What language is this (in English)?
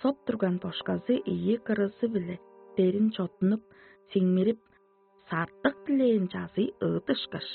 Tuvinian